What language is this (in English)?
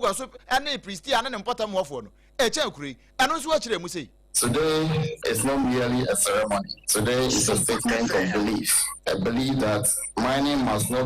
Akan